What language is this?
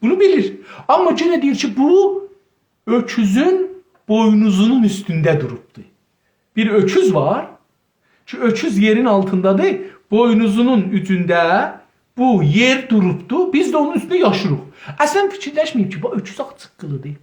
South Azerbaijani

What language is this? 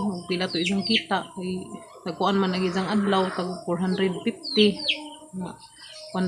Cebuano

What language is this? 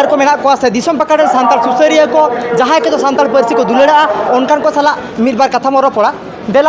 Santali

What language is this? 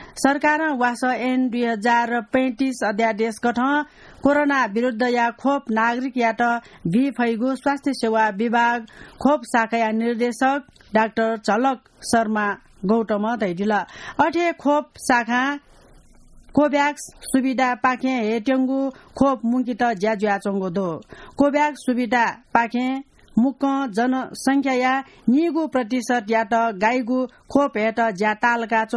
Newari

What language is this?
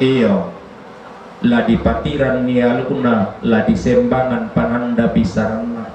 Toraja-Sa'dan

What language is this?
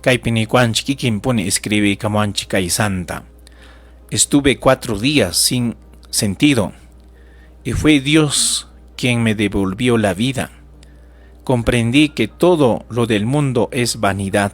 Ayacucho Quechua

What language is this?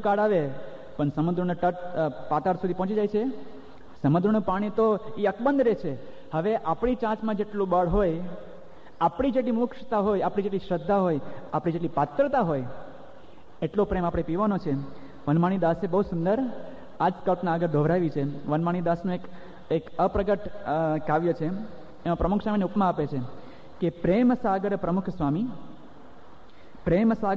Gujarati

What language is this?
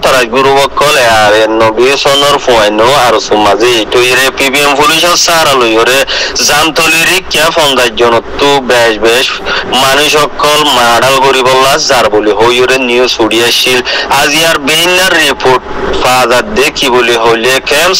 Rohingya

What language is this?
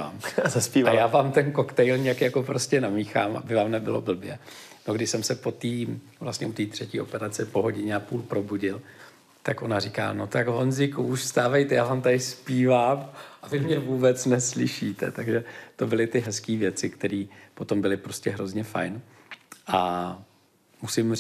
Czech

